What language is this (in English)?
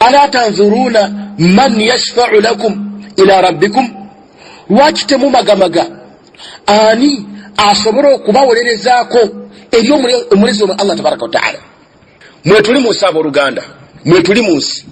Ganda